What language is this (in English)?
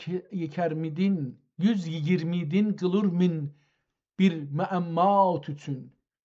South Azerbaijani